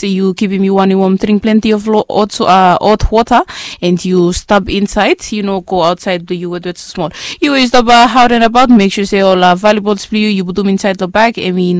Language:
Bislama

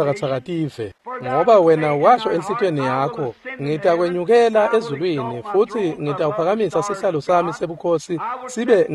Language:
Swati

